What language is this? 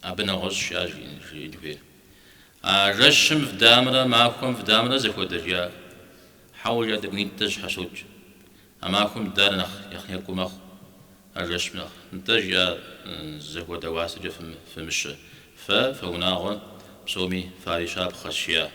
Kabardian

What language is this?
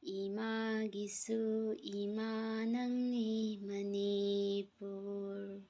Manipuri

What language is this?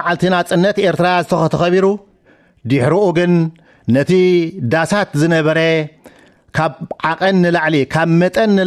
Tigrinya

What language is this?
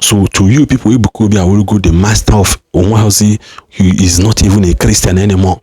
Igbo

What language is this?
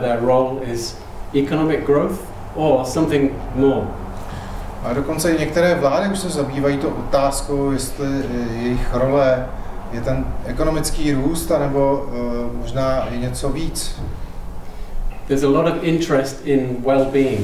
Czech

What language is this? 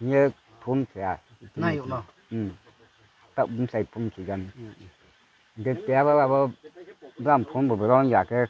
Riang (India)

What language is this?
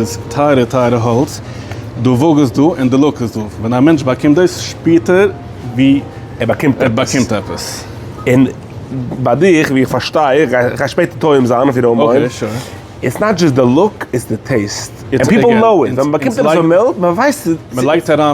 Yiddish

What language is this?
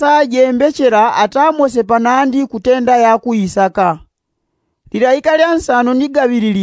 Yao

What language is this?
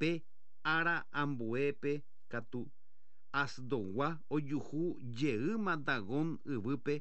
Guarani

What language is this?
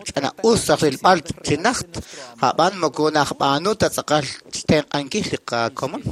Kekchí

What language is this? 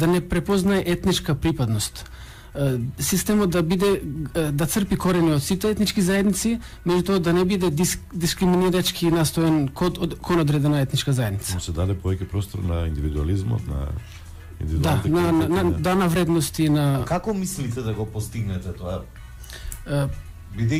Macedonian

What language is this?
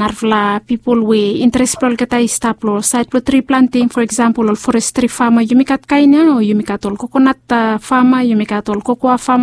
Bislama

